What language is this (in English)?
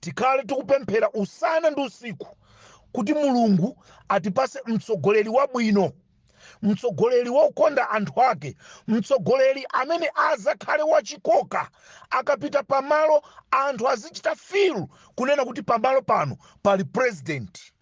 Nyanja